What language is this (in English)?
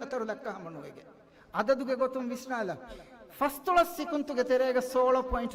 Divehi